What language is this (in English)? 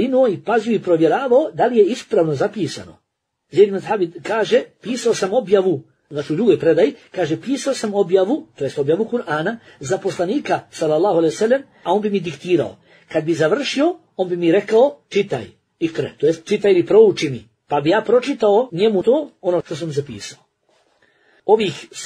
Bosnian